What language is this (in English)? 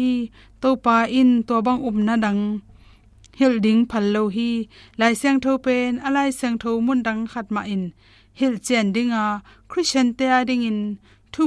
Tedim Chin